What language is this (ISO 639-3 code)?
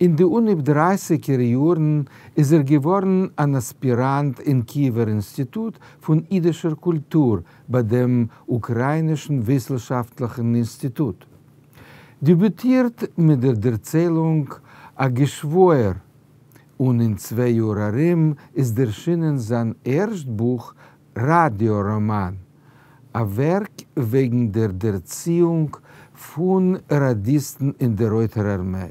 yid